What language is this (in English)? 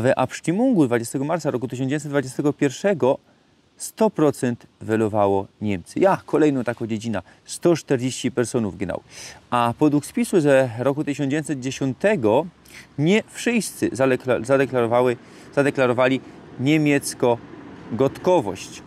Silesian